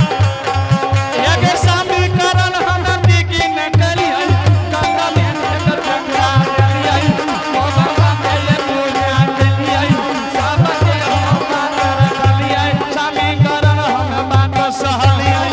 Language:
Angika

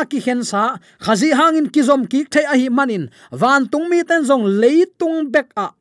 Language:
Tedim Chin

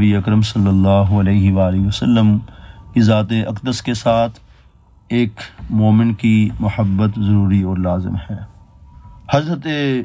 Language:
Urdu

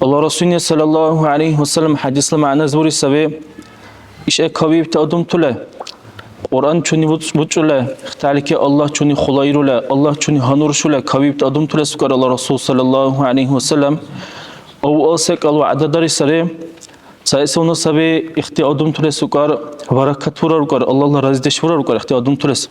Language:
Dargwa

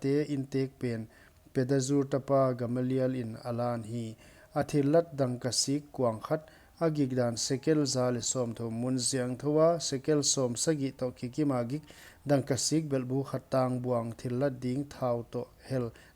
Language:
Paite Chin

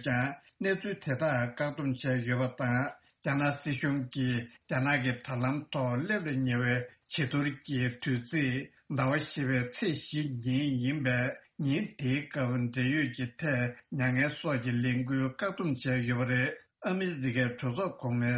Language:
Tibetan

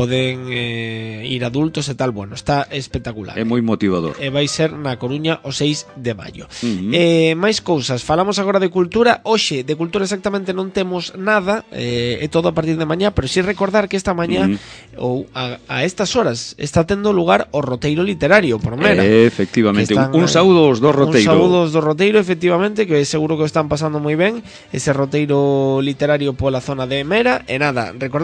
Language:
Galician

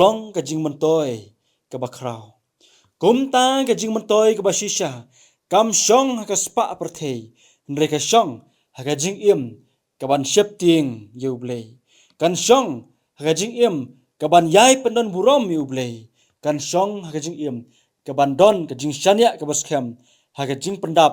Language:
Khasi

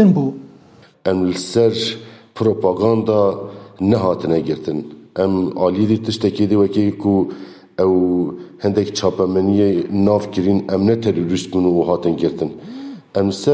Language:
Kurdish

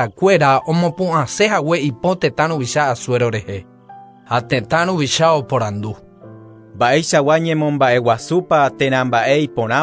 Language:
Guarani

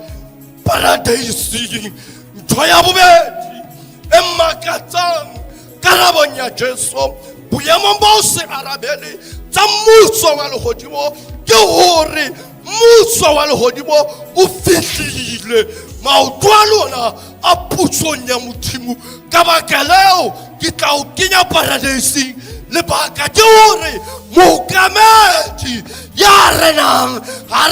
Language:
Southern Sotho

